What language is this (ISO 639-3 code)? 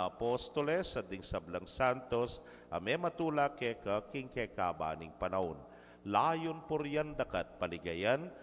pam